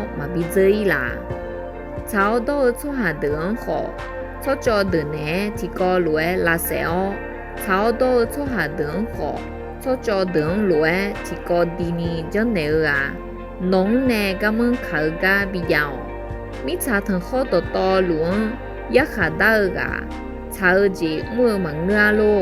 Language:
Akha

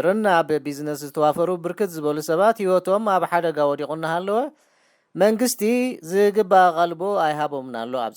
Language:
Tigrinya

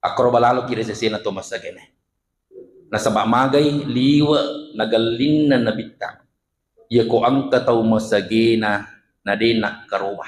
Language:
Buginese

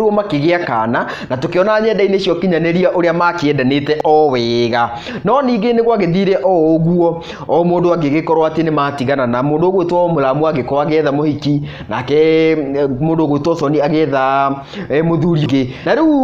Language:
Kikuyu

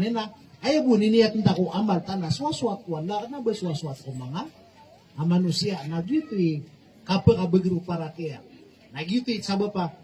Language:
Maranao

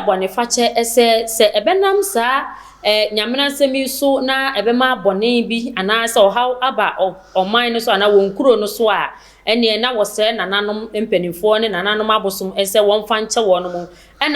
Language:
Akan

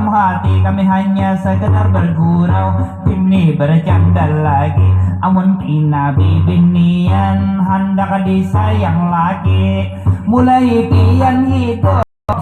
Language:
Banjar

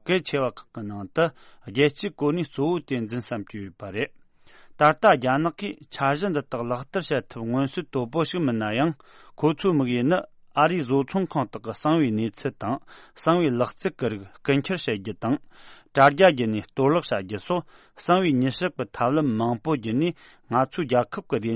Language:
Tibetan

